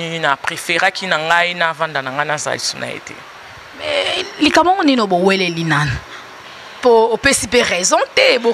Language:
Lingala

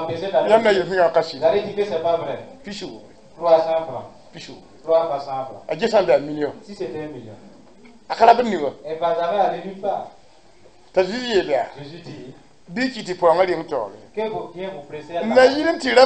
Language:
Mossi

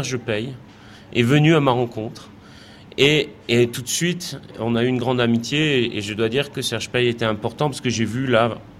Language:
French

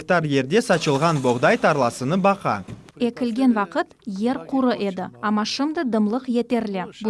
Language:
Crimean Tatar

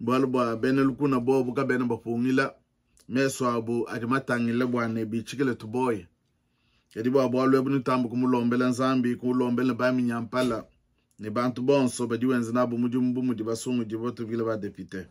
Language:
Luba-Lulua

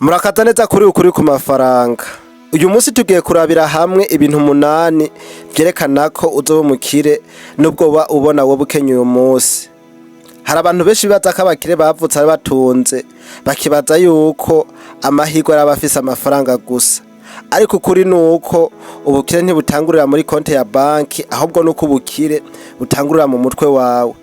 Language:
Rundi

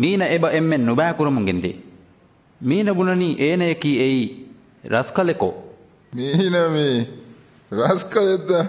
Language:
Divehi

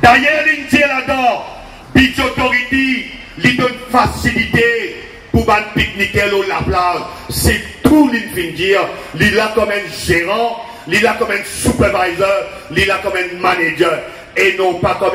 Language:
Morisyen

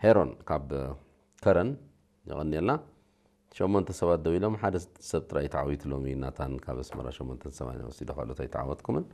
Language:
Tigrinya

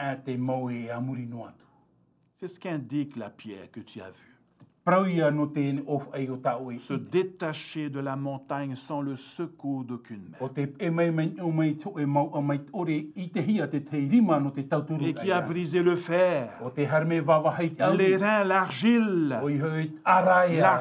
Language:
Tahitian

